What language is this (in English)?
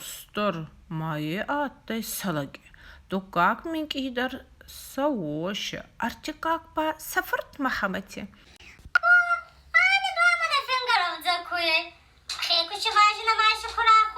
Ossetic